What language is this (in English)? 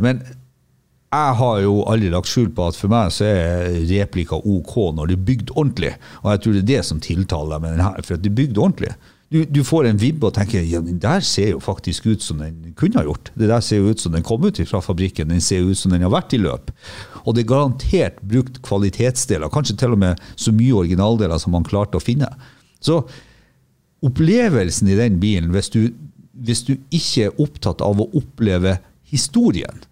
Norwegian